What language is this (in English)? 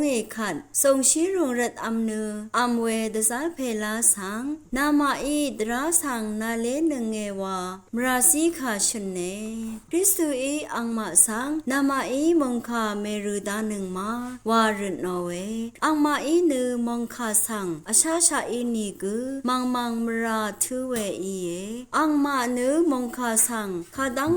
Rawang